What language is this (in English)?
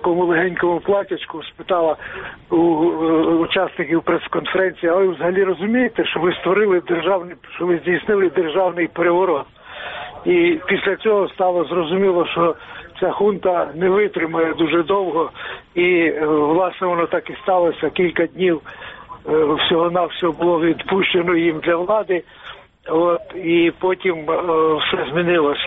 Ukrainian